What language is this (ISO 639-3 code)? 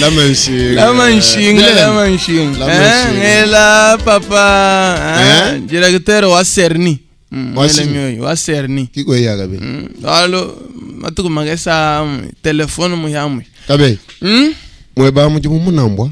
lua